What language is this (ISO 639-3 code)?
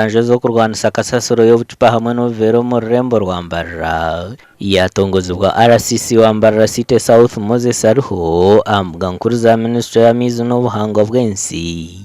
nyn